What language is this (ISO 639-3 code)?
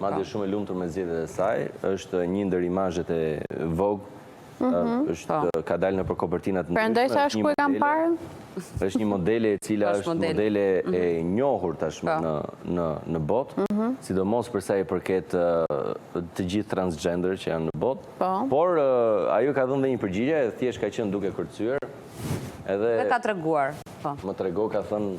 sqi